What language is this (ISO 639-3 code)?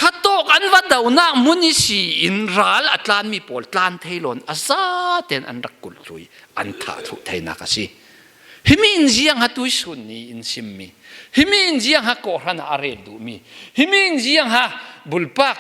cfm